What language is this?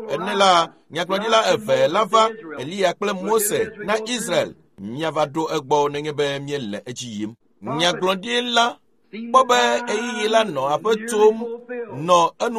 Ewe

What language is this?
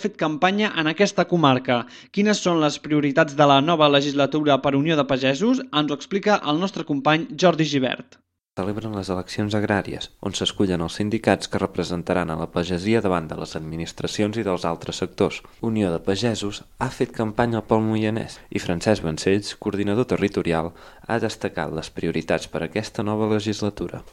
Catalan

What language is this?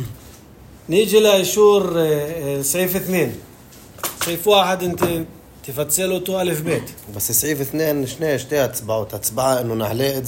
North Levantine Arabic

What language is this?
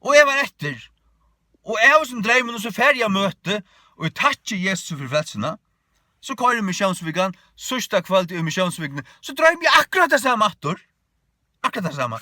Faroese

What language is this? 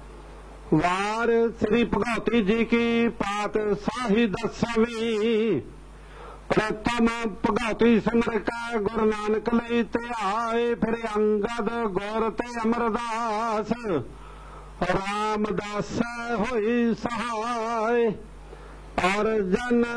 Punjabi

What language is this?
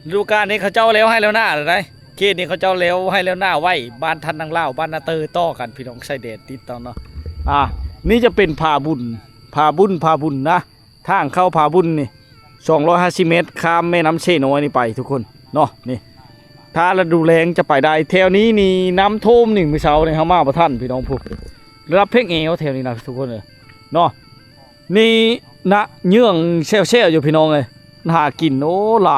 Lao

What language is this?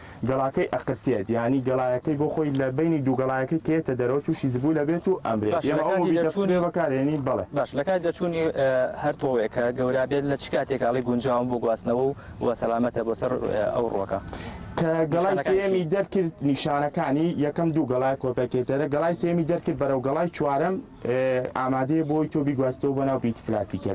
Central Kurdish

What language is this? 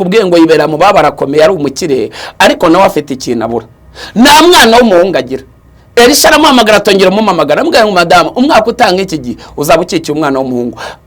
Kinyarwanda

